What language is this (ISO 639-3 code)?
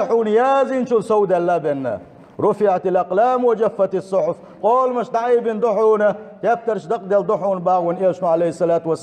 che